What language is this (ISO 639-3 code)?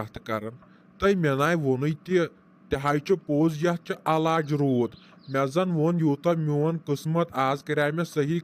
kas